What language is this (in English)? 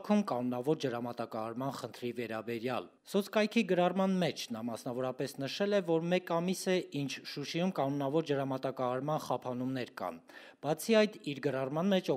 Armenian